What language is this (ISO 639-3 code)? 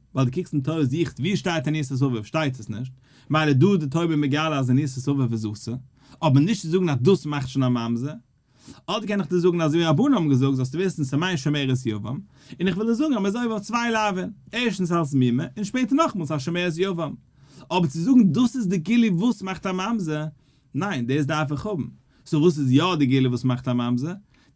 yid